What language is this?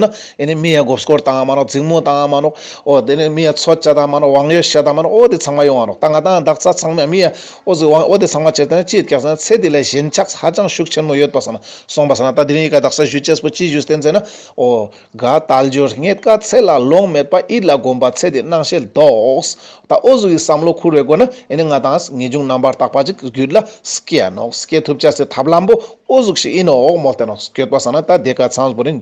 Ladakhi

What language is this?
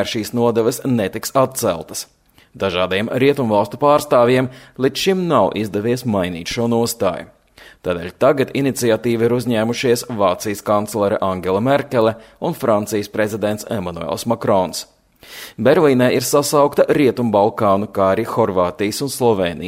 Latvian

